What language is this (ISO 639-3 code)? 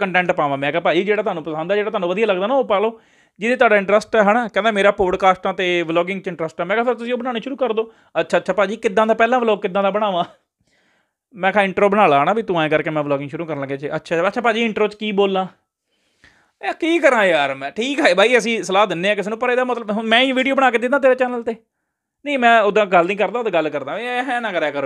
pan